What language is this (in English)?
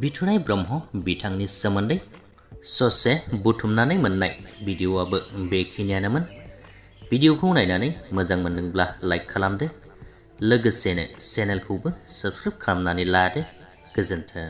Bodo